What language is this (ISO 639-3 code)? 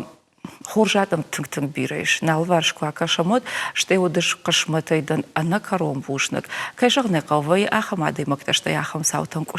oss